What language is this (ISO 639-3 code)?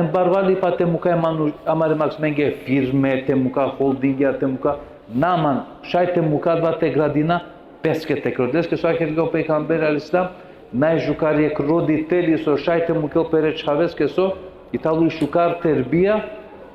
rmn